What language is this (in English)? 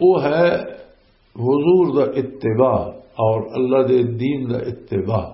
Western Panjabi